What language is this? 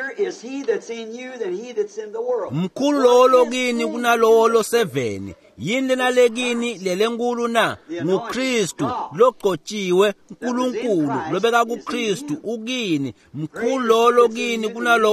Swati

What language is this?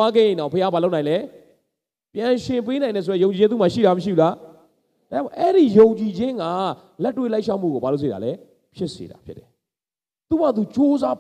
Burmese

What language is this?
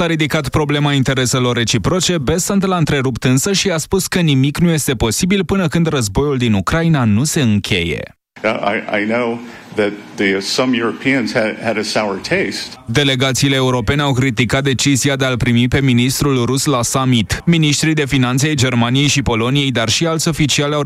Romanian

